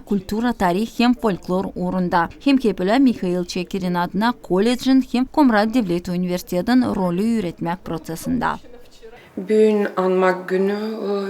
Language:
Gagauz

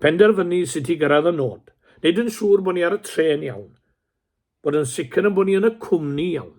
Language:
Welsh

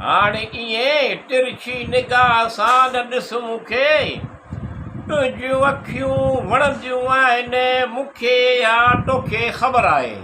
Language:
Sindhi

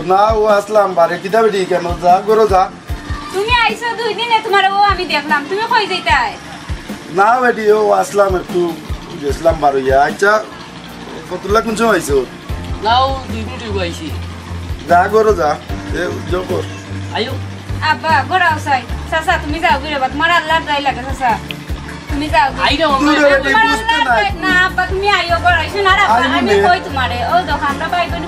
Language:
Sylheti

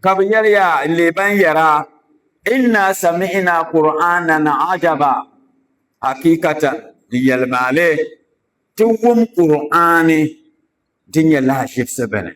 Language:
Dagbani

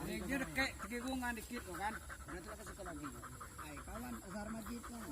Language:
Minangkabau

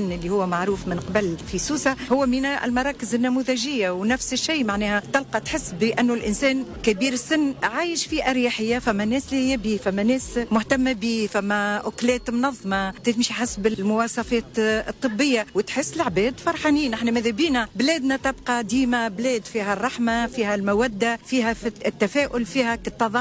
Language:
Tunisian Arabic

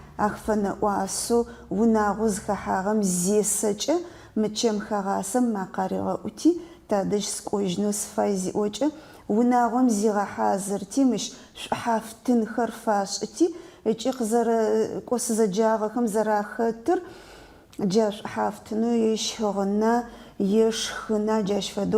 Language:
Adyghe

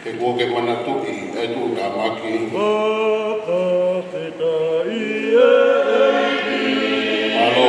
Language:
Tongan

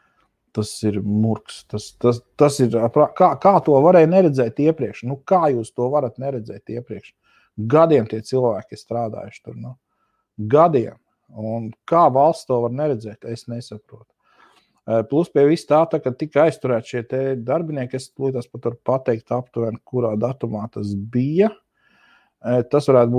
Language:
Latvian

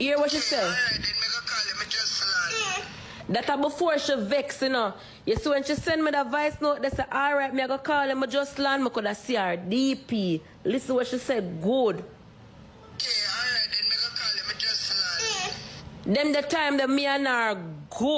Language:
Jamaican Creole English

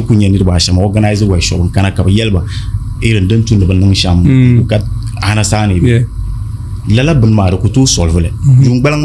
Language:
Dagbani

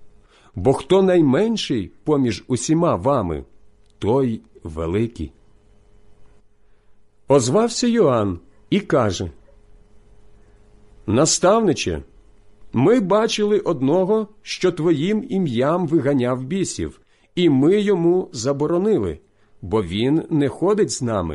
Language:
Ukrainian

